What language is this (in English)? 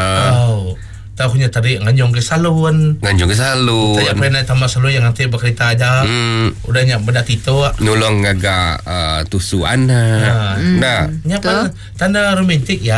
Iban